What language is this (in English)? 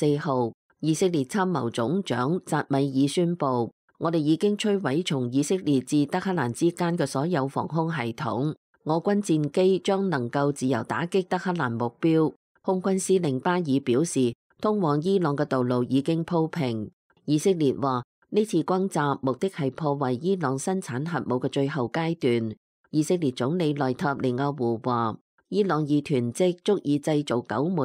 Cantonese